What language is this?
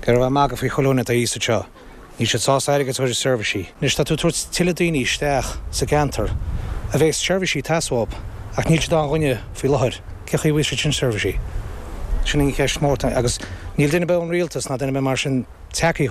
Irish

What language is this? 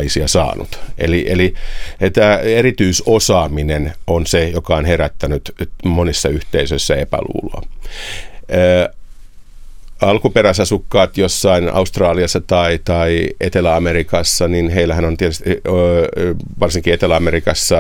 Finnish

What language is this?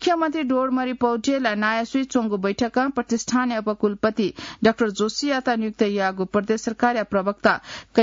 Newari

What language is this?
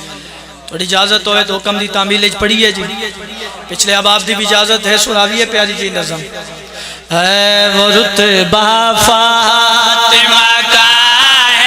Pahari-Potwari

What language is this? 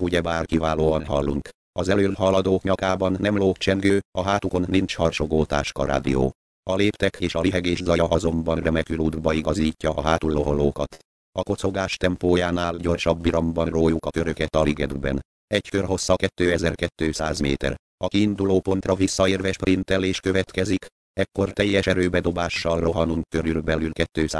Hungarian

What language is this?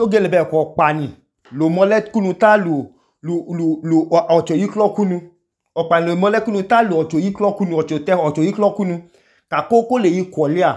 Idoma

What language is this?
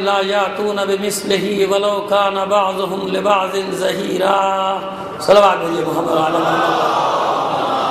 Urdu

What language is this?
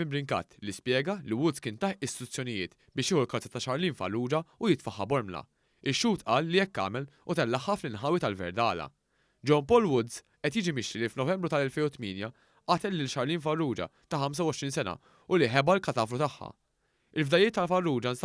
Maltese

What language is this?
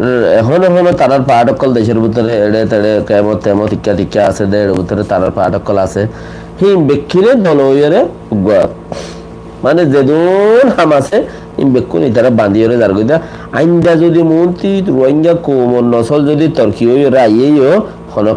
Rohingya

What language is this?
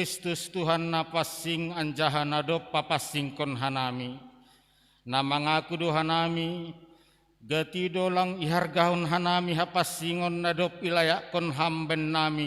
Batak Simalungun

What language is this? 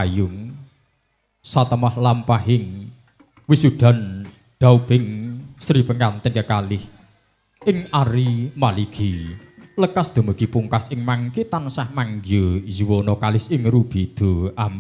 Javanese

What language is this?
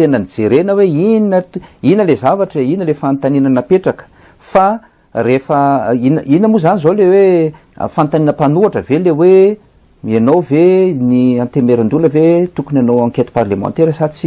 Malagasy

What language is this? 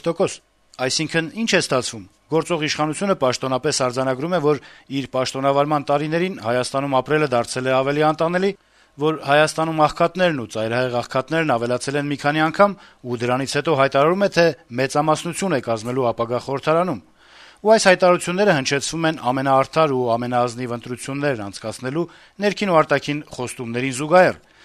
Armenian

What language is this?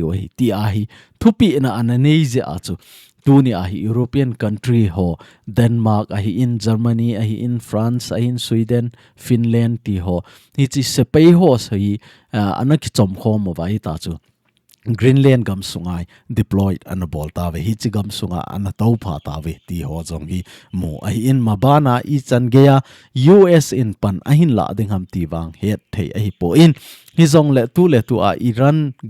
Thado Chin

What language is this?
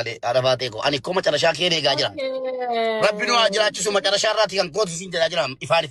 Oromo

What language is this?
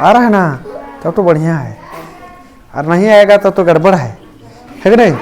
Kurukh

